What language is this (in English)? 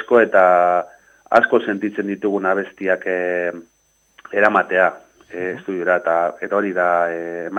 Basque